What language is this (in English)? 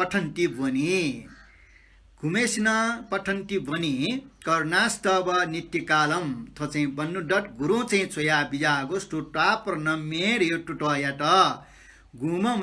Newari